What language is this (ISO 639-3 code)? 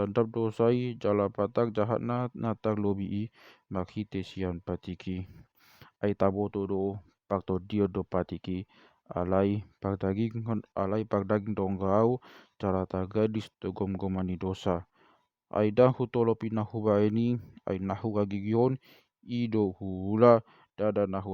bbc